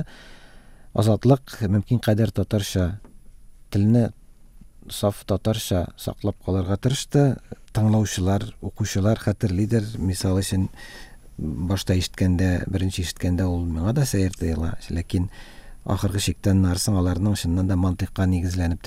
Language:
Tatar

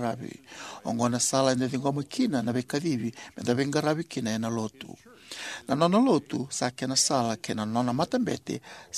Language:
Fijian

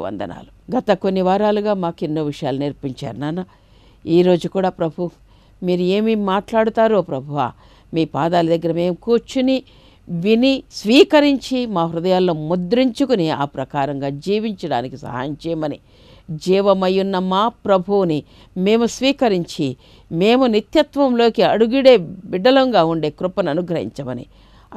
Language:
Telugu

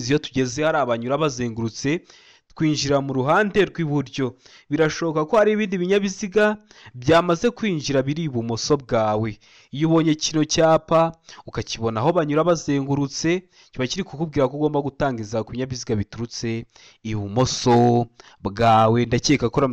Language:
Kinyarwanda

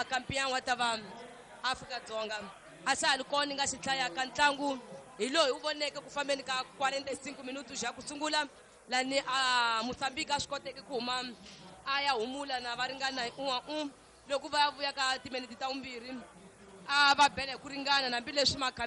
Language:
Tsonga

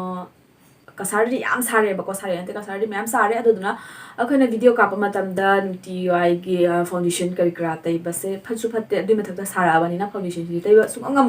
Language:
Manipuri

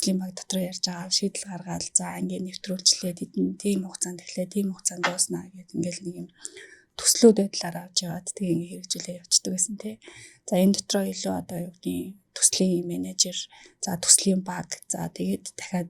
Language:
Mongolian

